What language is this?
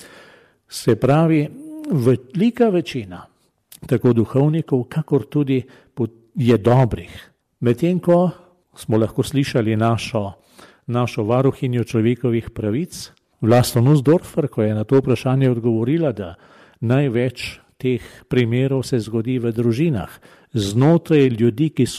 Slovenian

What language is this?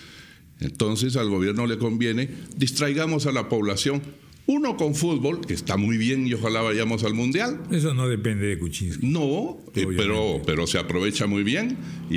Spanish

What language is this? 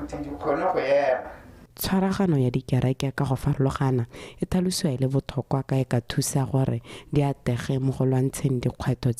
Tswana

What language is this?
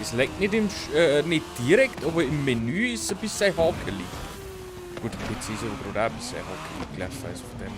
Bavarian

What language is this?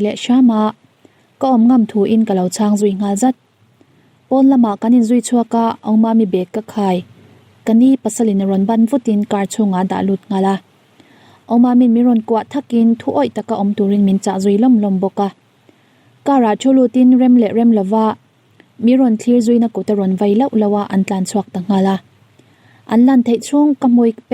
Mizo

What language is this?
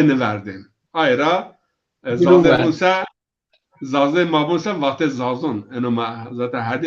Zaza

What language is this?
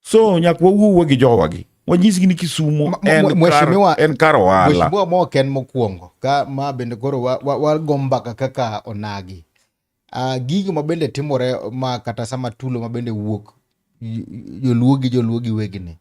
Luo (Kenya and Tanzania)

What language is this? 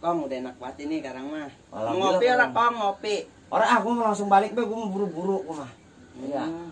Betawi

